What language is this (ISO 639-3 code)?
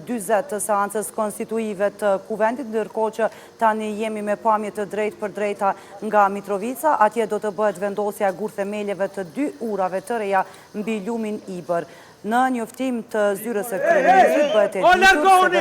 sqi